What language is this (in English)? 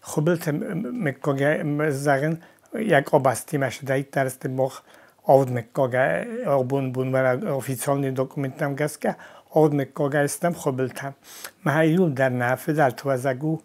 Ossetic